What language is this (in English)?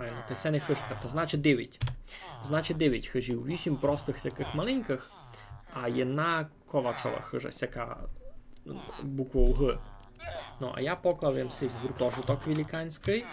Rusyn